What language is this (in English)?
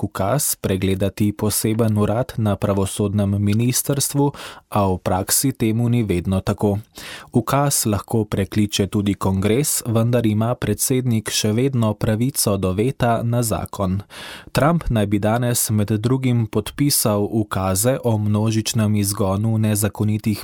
Slovenian